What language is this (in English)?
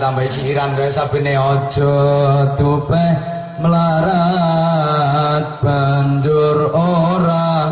Javanese